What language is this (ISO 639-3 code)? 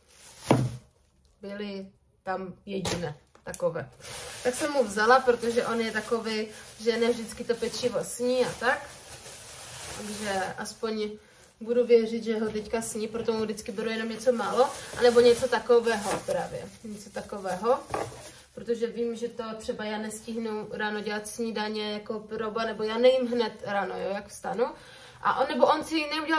ces